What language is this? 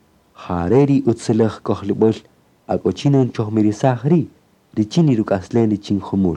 Kaqchikel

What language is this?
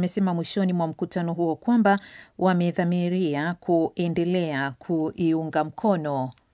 Swahili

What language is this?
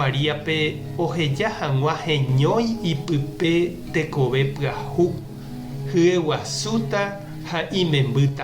Guarani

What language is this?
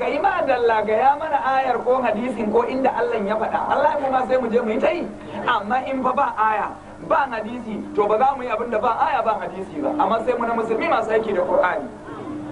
Hausa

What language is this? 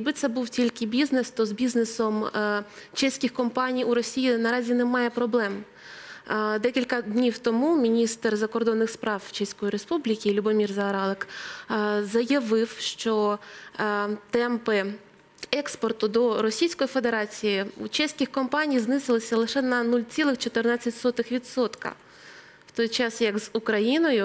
Ukrainian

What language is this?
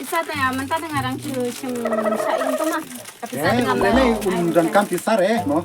Khasi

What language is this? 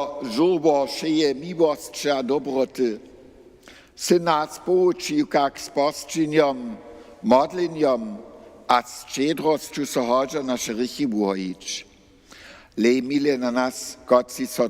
Upper Sorbian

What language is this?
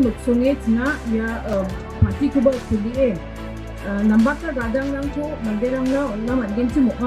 Garo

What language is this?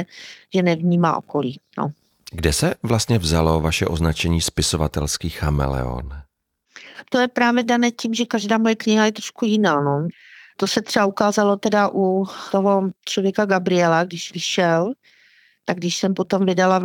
Czech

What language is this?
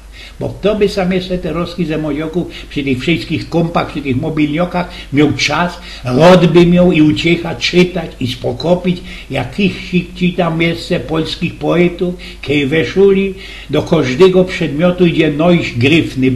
Silesian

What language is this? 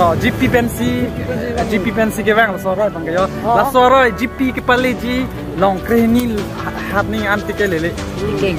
Karbi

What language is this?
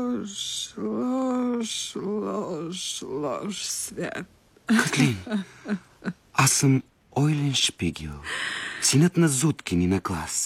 Bulgarian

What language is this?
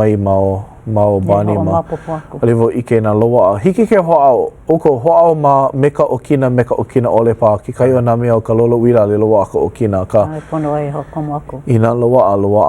Hawaiian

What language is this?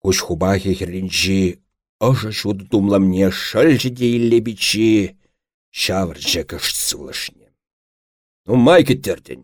Chuvash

